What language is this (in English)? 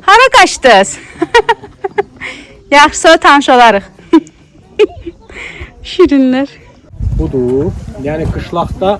Azerbaijani